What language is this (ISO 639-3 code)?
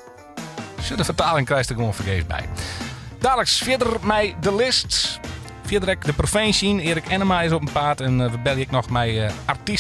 fry